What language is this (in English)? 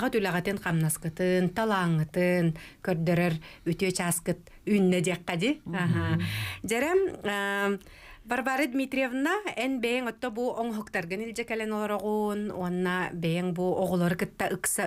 Yakut